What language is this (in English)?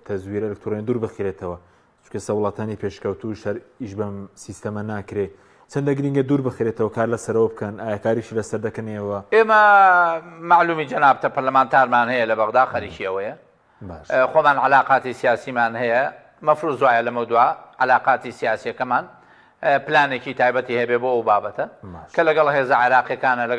Central Kurdish